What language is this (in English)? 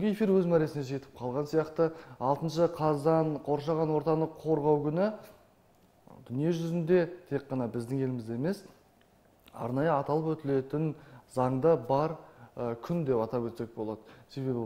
Kazakh